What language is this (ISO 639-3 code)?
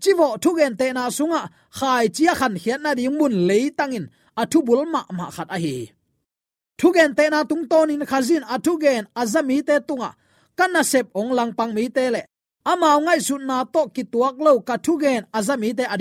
ctd